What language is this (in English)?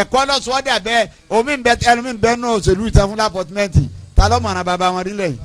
Yoruba